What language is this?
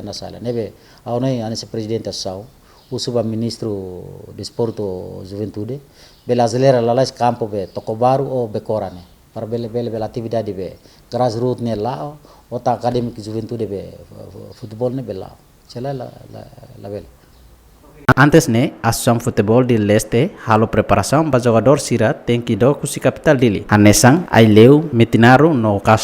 Tetum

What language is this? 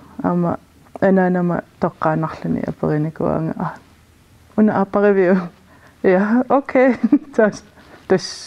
Kalaallisut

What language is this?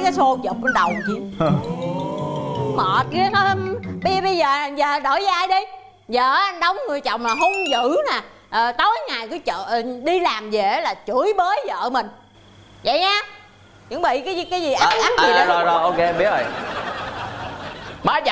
Vietnamese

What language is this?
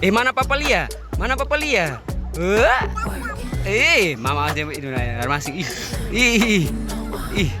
Ambonese Malay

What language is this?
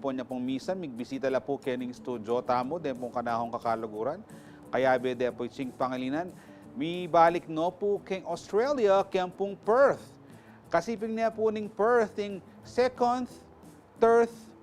Pampanga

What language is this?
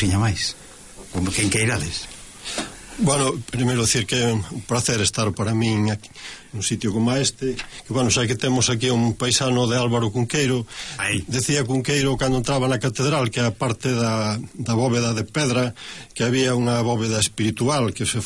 Galician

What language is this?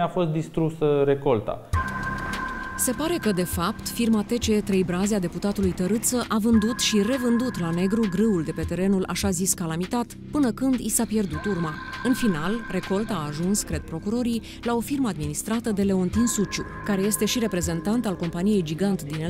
Romanian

